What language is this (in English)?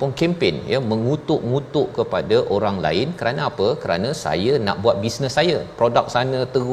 Malay